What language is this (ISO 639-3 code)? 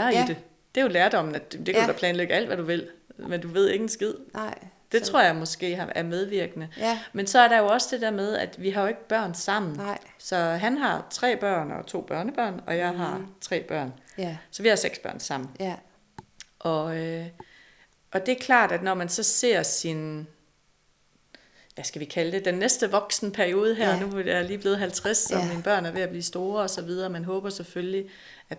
dan